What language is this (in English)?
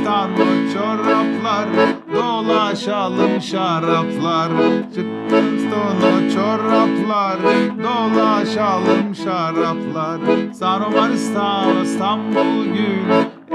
Gagauz